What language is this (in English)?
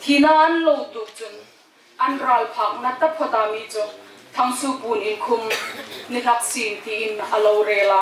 Hmar